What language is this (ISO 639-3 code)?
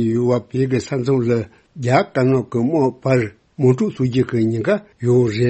bod